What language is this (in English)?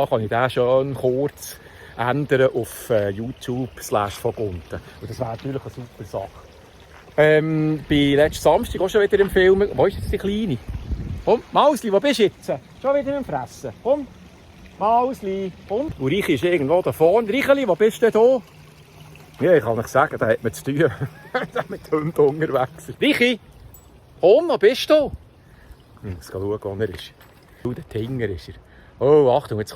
Swiss German